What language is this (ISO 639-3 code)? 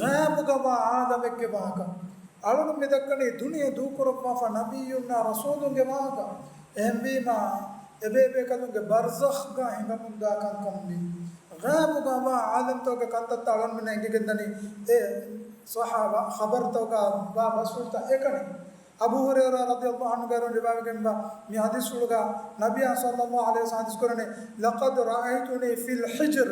div